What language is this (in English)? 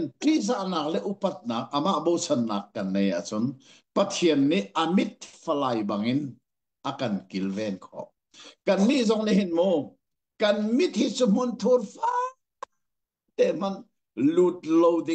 Hakha Chin